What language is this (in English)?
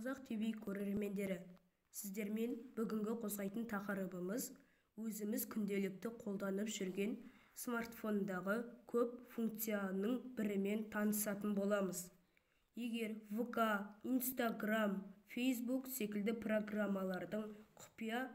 Kazakh